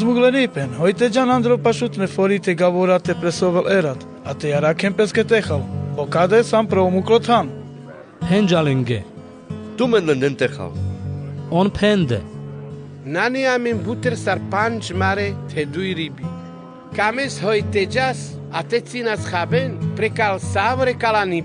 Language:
Carpathian Romani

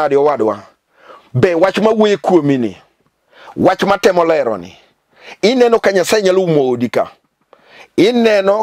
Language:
Luo (Kenya and Tanzania)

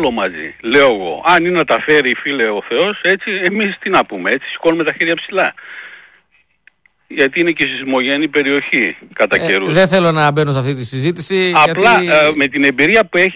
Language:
Greek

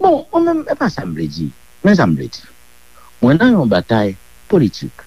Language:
Haitian Creole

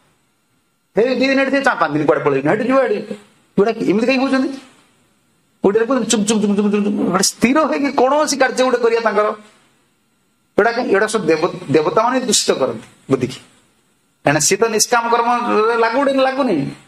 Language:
Odia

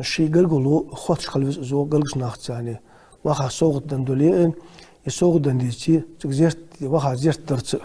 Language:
Ingush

